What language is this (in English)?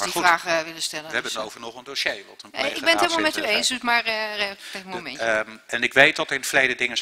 Dutch